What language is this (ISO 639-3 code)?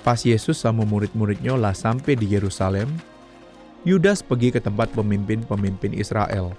mui